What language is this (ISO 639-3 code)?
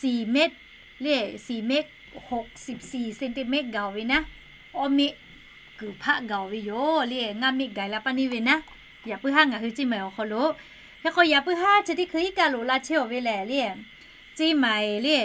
lhu